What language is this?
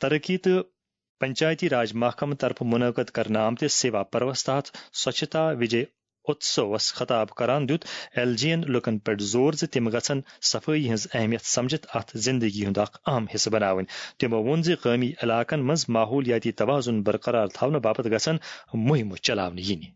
Kashmiri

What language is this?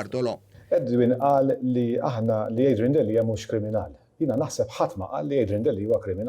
Maltese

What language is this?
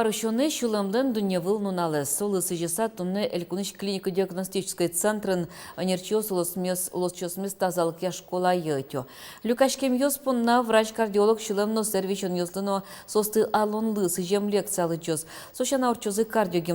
Udmurt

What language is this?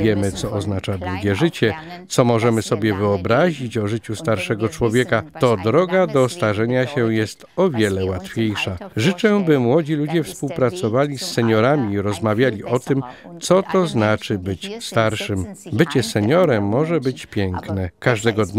Polish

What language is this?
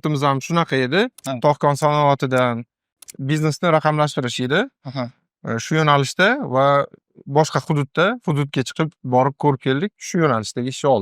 Uzbek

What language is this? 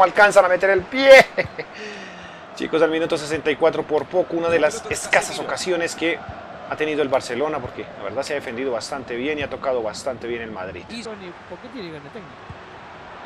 Spanish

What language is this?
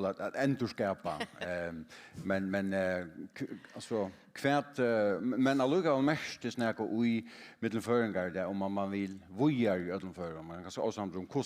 Faroese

